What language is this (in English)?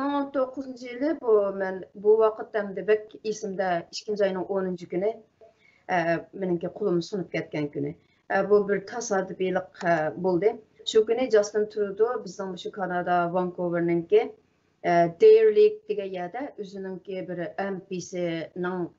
Uyghur